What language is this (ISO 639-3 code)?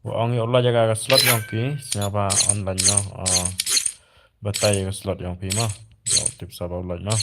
kha